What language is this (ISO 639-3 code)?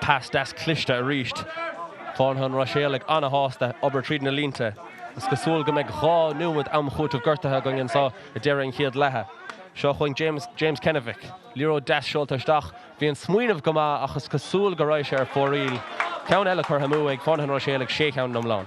gle